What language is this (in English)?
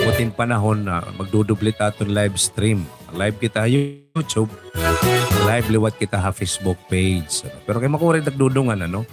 Waray